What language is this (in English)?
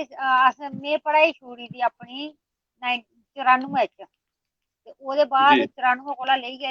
Dogri